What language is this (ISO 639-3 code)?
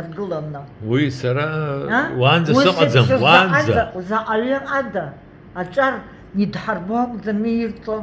abk